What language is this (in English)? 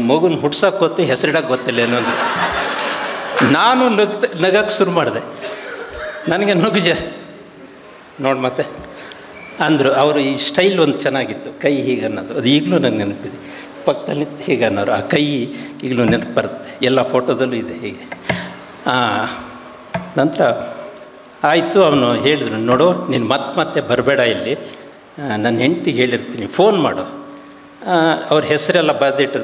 Kannada